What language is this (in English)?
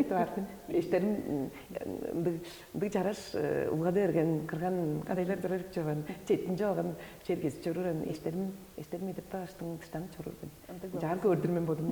Tuvinian